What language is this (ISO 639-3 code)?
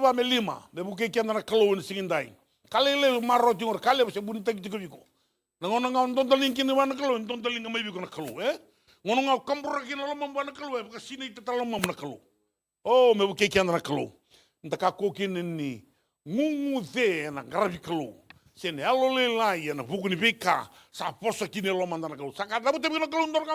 fij